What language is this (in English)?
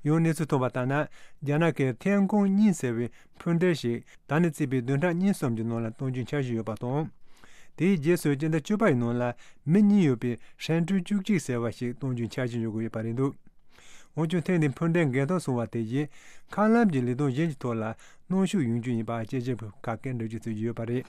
Tibetan